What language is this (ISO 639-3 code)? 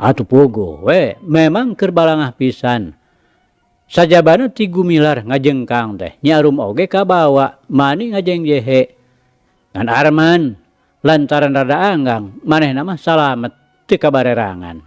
sun